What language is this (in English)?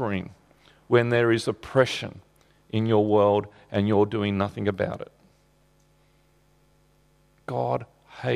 English